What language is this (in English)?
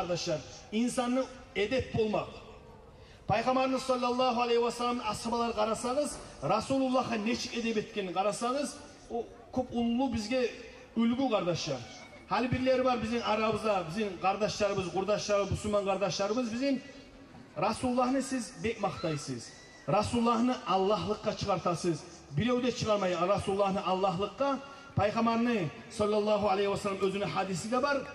Kumyk